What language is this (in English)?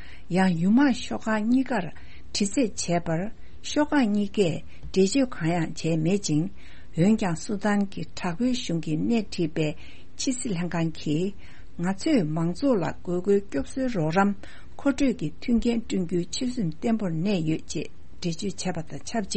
Tibetan